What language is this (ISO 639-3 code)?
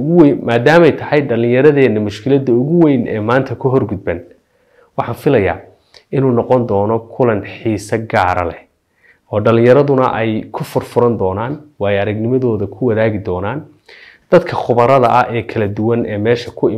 som